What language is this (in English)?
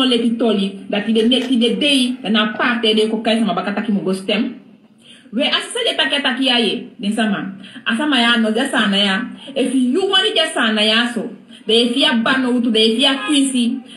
Sranan Tongo